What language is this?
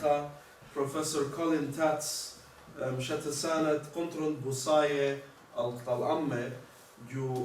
Assyrian Neo-Aramaic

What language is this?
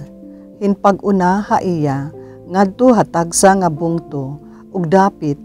Waray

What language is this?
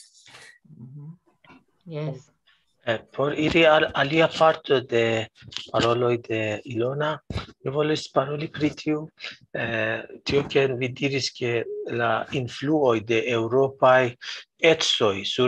Esperanto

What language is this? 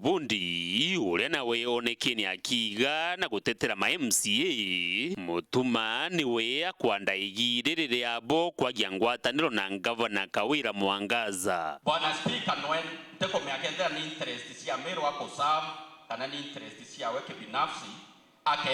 Meru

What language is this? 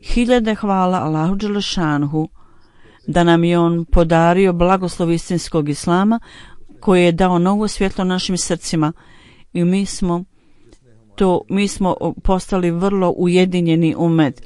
Bosnian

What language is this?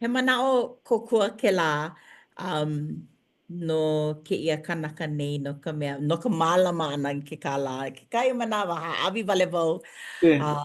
Hawaiian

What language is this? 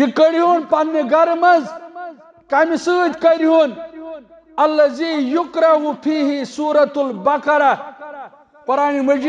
Kashmiri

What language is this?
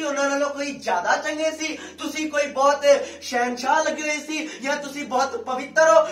Punjabi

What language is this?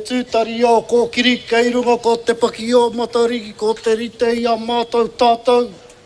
Māori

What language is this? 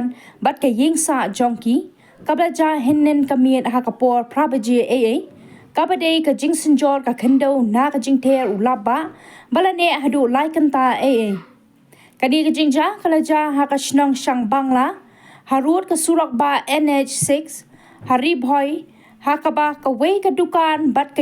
Khasi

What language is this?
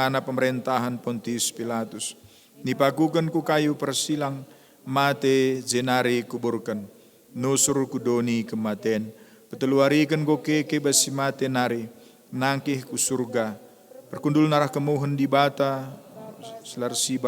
Batak Karo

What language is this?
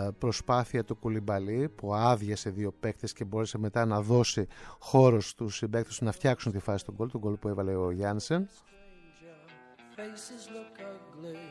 Greek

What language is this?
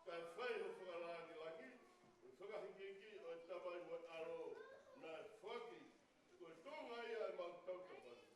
Tongan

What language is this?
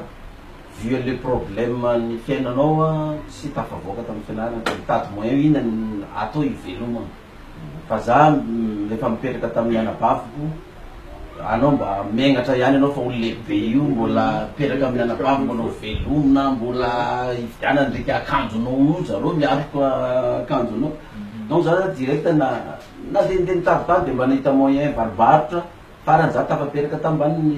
Malagasy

